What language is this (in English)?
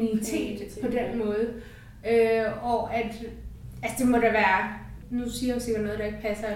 Danish